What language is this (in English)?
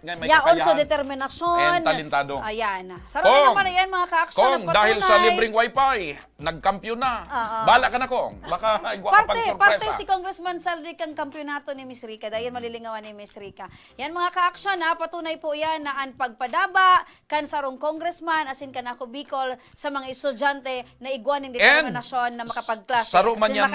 Bikol